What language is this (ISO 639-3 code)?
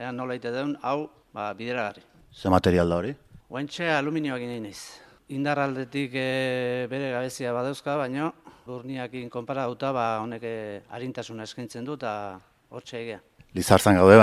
eus